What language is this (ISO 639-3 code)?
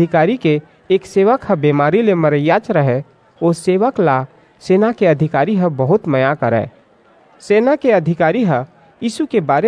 hne